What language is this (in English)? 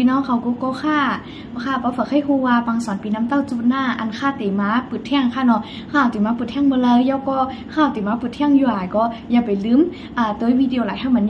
Shan